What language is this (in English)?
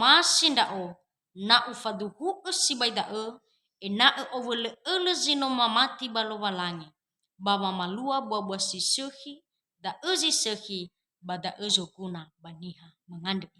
Nias